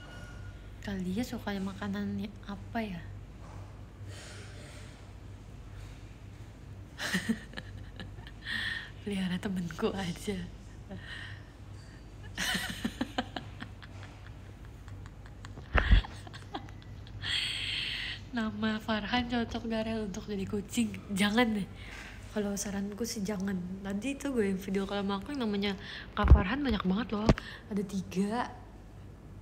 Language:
Indonesian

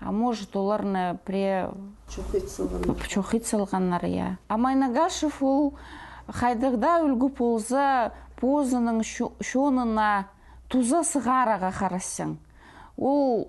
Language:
Khakas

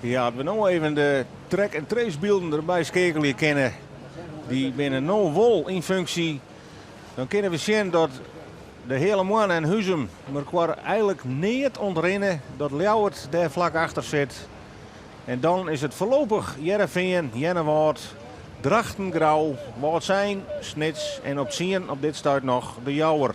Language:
Western Frisian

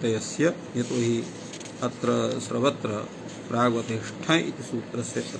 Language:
Sanskrit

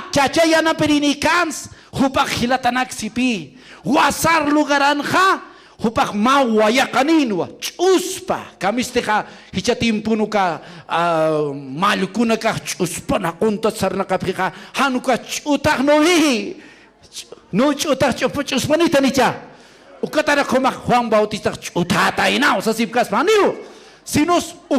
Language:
Aymara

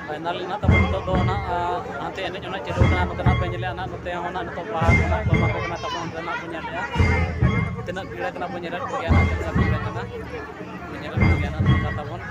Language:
Santali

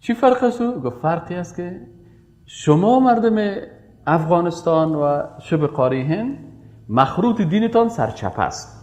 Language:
Persian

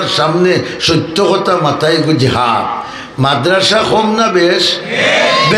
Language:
Sylheti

